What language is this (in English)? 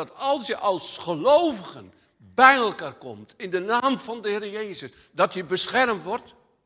Dutch